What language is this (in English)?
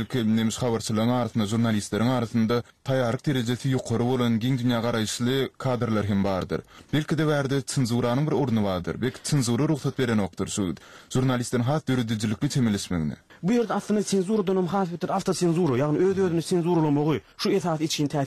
Turkmen